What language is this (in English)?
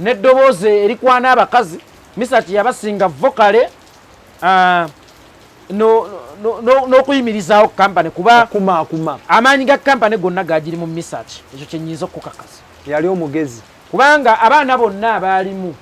Ganda